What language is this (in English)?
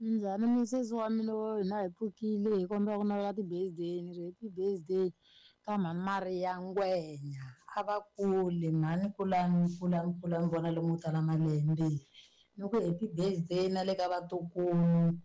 Tsonga